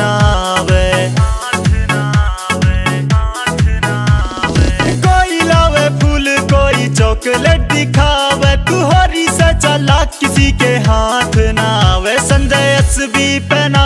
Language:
Haryanvi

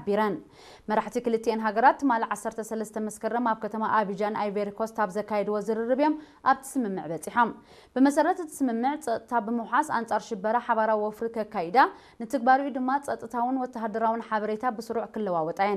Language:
Tigrinya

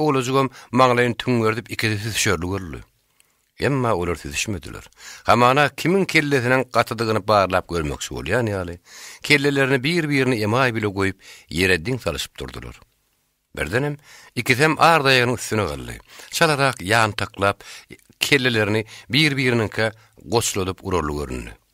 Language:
Turkmen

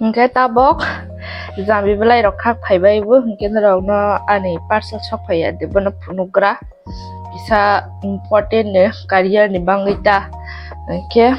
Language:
Kok Borok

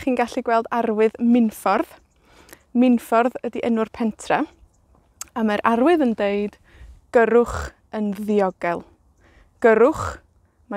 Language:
Welsh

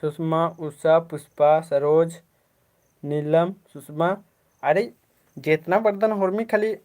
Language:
Kurukh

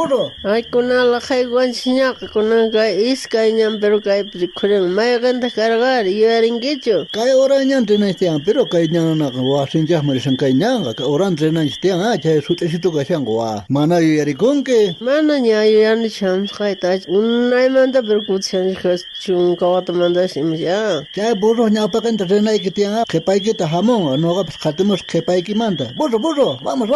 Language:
South Bolivian Quechua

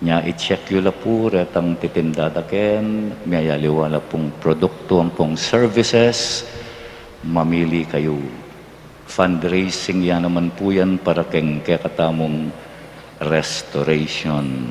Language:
Pampanga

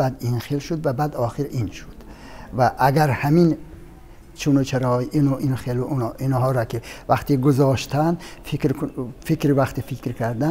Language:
Tajik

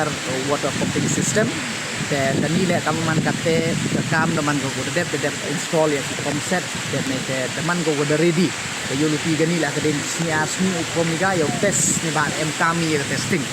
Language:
Pnar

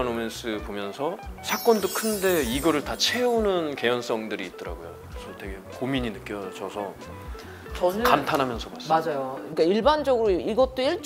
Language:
Korean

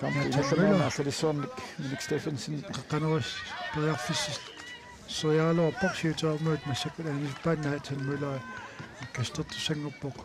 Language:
Kalaallisut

